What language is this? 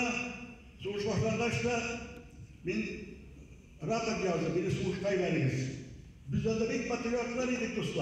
Bashkir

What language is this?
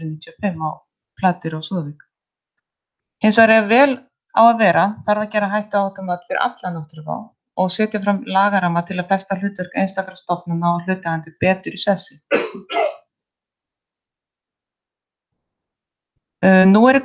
Icelandic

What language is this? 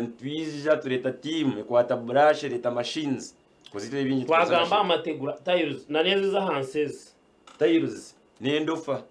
Nyankole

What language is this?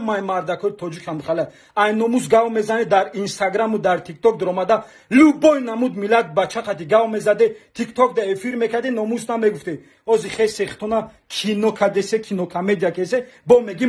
Tajik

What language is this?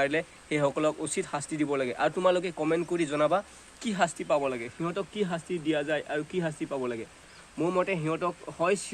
Assamese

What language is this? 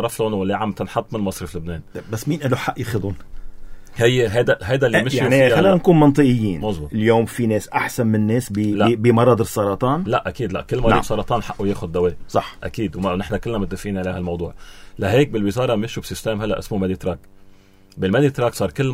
North Levantine Arabic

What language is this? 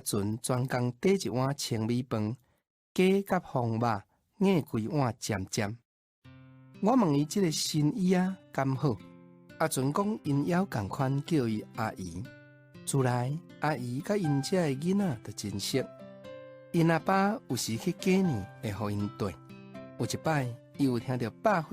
Min Nan Chinese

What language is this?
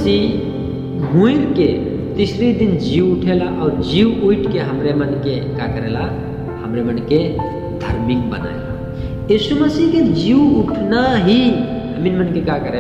Sadri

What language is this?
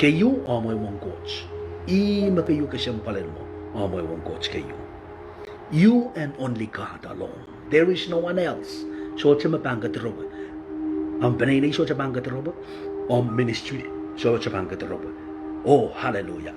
Pohnpeian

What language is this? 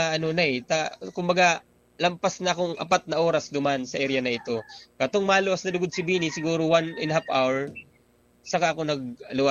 Bikol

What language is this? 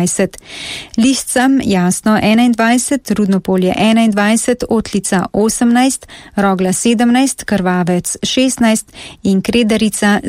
Slovenian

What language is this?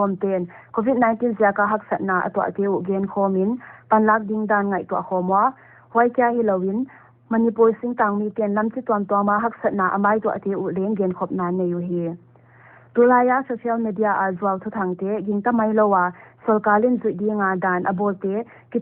Paite Chin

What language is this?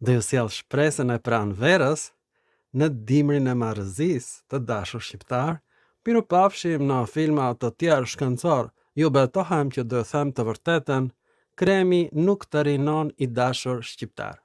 Albanian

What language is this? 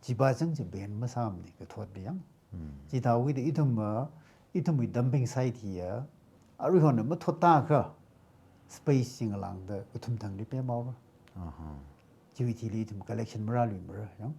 Tangkhul Naga (India)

